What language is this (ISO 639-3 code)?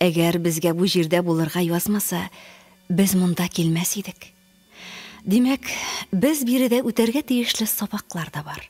tat